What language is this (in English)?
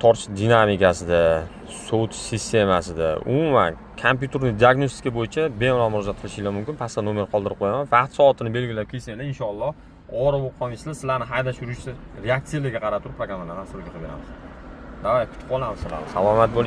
Uzbek